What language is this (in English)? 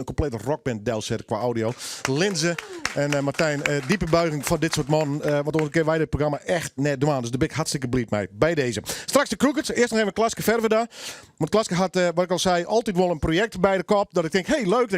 Western Frisian